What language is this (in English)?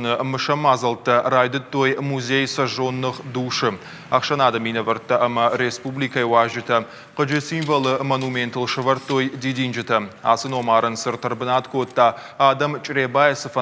Ossetic